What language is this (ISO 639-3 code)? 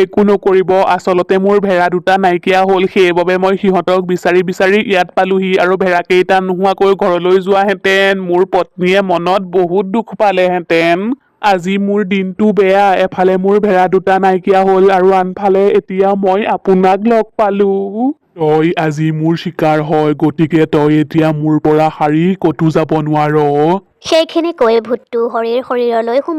asm